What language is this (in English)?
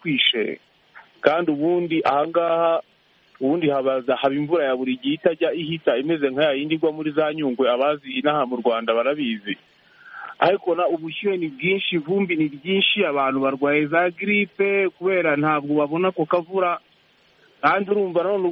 Kinyarwanda